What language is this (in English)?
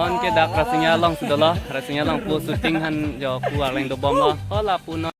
Karbi